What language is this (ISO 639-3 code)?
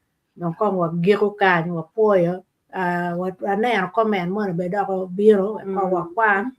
ach